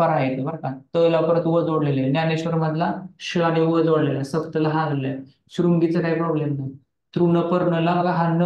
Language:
Marathi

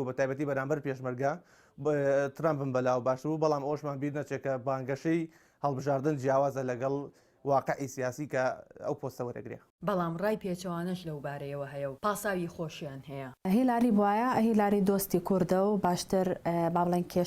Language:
Central Kurdish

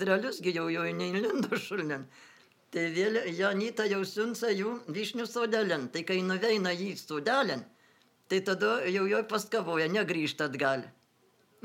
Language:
Lithuanian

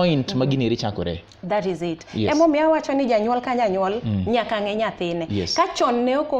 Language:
Luo (Kenya and Tanzania)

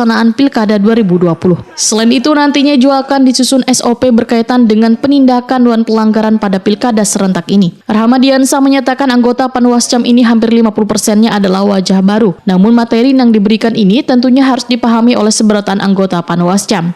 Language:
Banjar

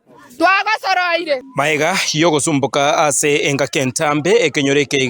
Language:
Gusii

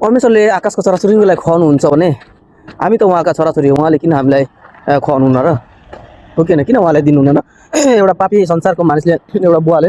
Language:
Nepali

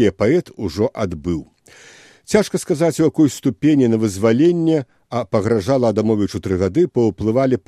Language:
Belarusian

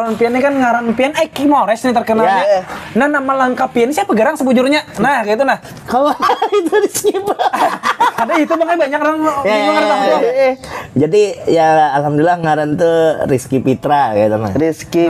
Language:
Banjar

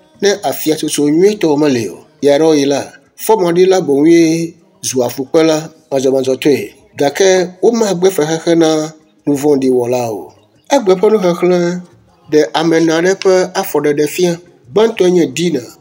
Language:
Ewe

